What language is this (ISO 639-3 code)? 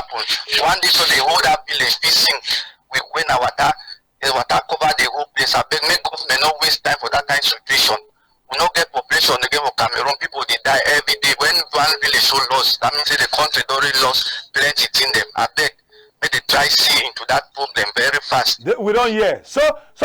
wes